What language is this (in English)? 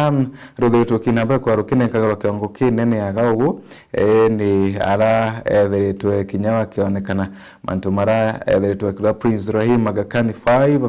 Meru